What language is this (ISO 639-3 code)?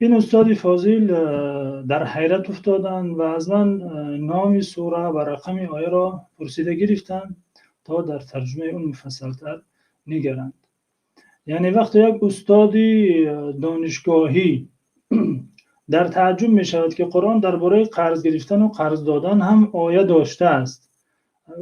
tgk